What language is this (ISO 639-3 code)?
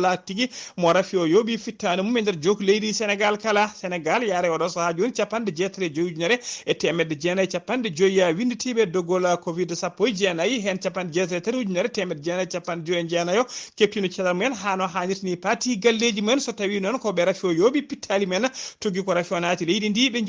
ful